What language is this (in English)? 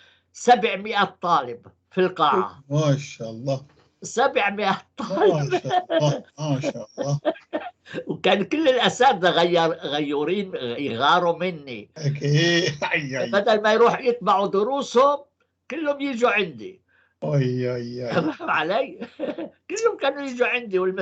North Levantine Arabic